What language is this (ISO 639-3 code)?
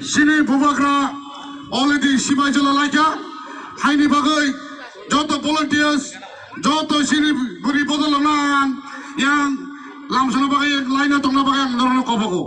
trp